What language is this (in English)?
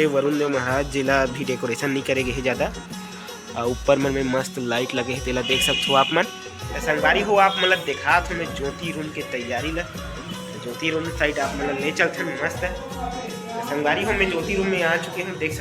Chhattisgarhi